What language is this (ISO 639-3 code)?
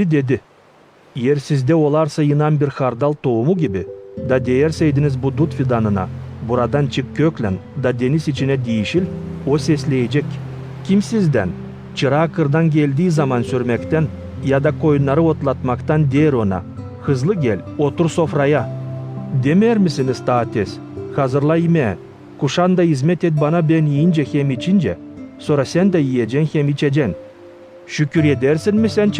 gag